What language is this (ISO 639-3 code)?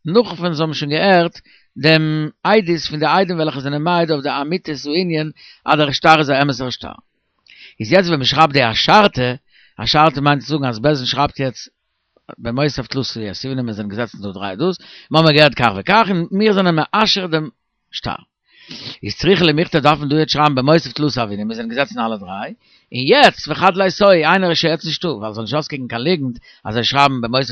yid